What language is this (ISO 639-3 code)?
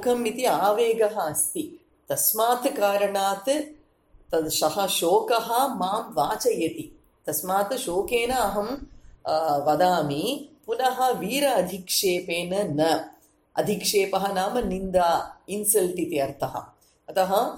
san